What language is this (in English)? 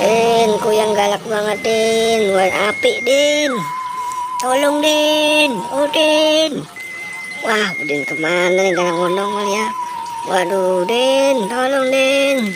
Betawi